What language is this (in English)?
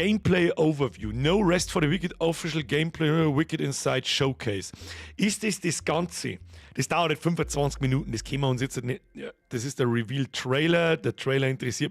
Bavarian